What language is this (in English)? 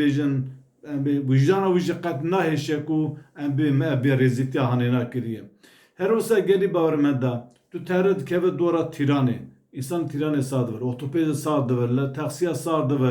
Kurdish